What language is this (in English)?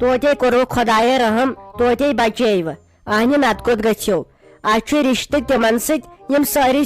Kashmiri